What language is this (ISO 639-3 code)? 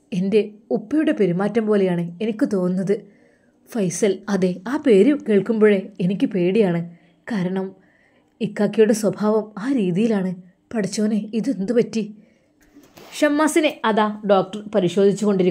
mal